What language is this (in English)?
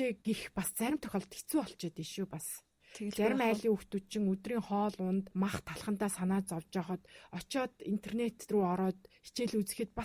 Mongolian